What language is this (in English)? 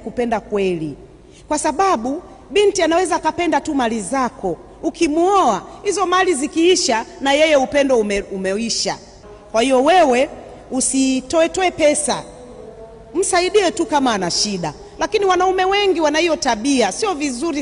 Swahili